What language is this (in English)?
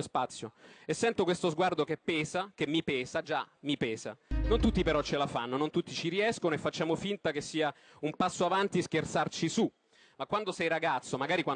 Italian